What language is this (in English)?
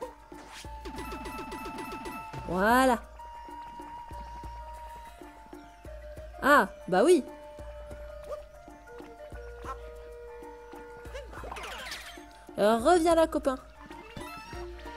French